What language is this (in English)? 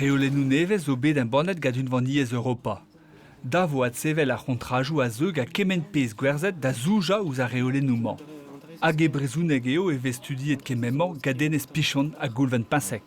Breton